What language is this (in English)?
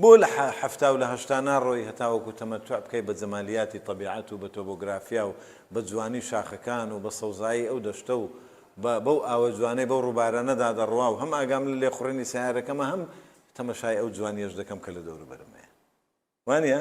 Central Kurdish